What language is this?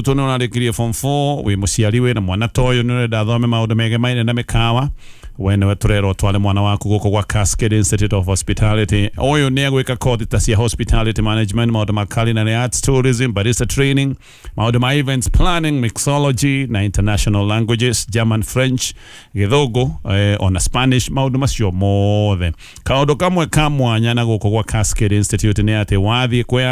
Kikuyu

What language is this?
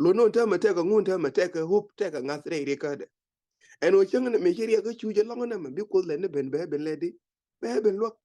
Nuer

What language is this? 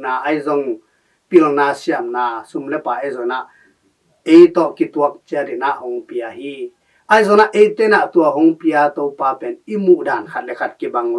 Tedim Chin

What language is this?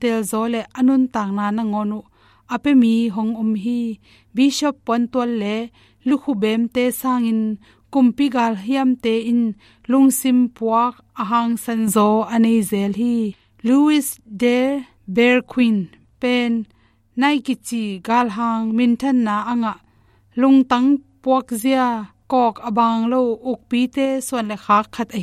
Tedim Chin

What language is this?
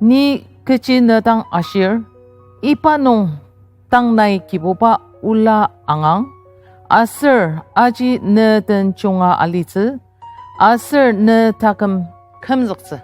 Ao Naga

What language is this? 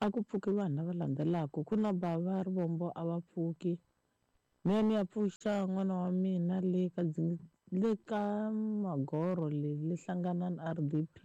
Tsonga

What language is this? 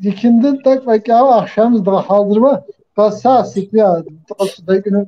Kabardian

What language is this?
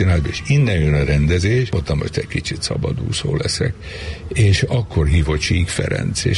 Hungarian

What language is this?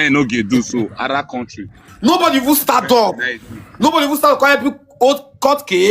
Nigerian Pidgin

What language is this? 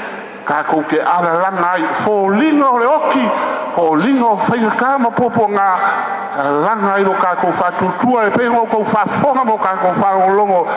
Samoan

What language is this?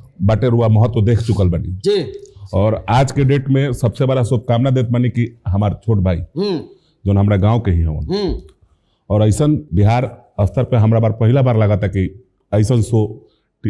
Bhojpuri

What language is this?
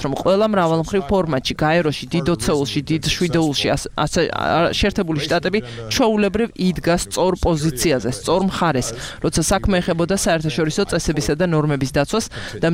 Georgian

